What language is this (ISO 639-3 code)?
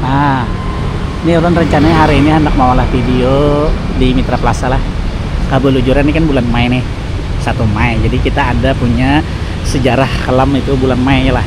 bjn